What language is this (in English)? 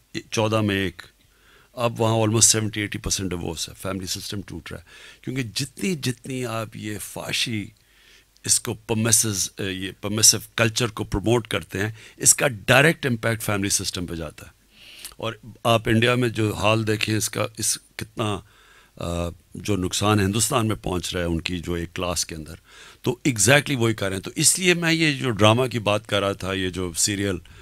Urdu